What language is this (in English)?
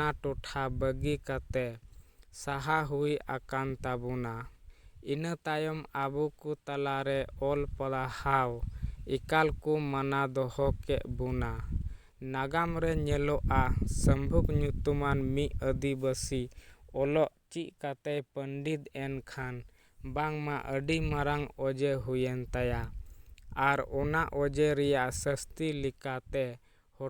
Santali